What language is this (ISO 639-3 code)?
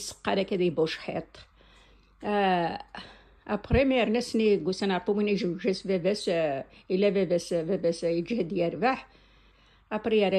kab